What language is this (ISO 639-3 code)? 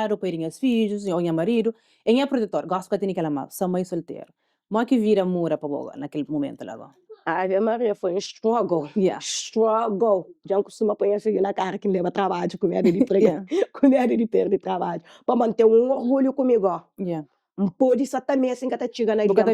kea